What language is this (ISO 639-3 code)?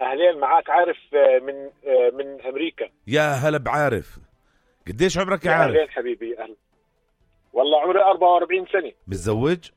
apc